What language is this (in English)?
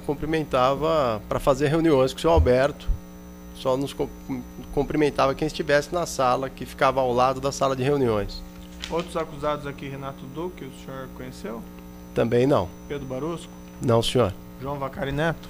Portuguese